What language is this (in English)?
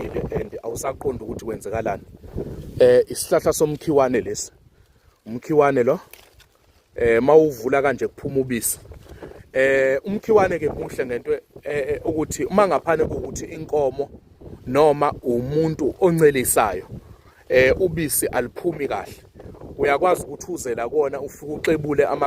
Zulu